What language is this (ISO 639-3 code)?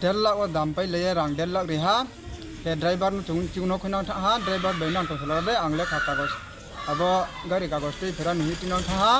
ria